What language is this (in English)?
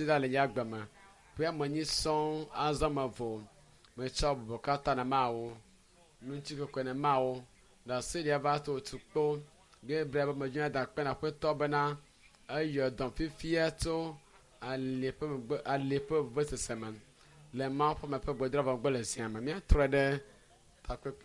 Ewe